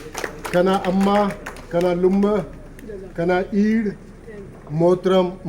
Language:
Brahui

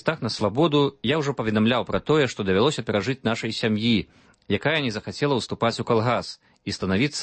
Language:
Belarusian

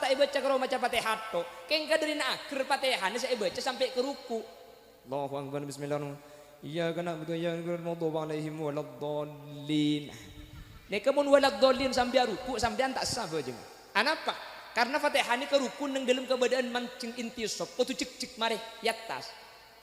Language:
Madurese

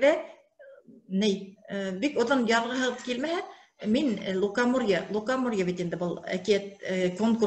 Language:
Bashkir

